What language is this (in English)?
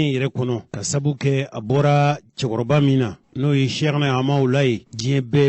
Bambara